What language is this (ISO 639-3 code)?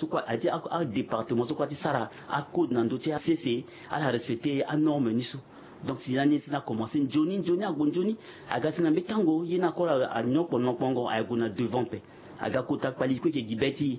sag